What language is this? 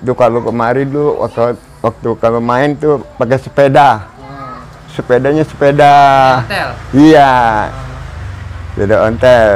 Betawi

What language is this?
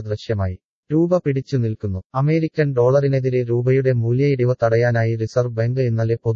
Malayalam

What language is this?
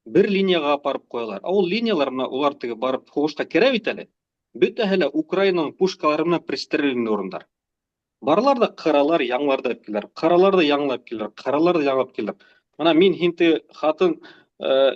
Bashkir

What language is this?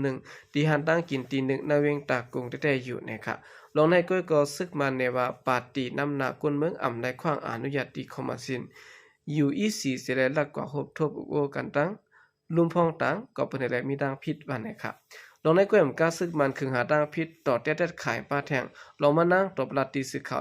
Shan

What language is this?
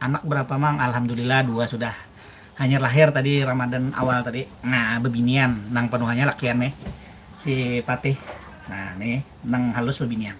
Banjar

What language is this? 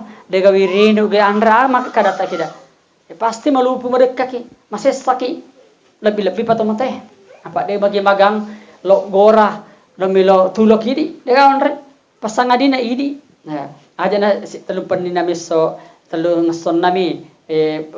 Buginese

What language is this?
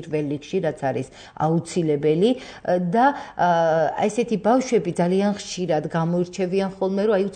Georgian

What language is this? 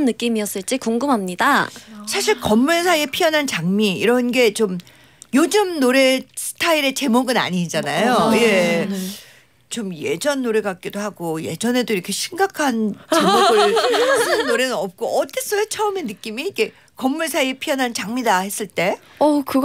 Korean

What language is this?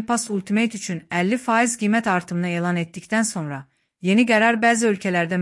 Azerbaijani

